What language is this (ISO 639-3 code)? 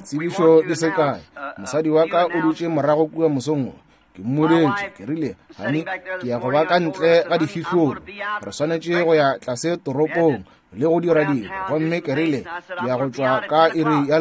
nso